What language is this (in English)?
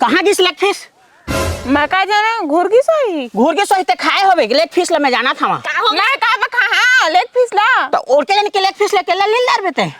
Chhattisgarhi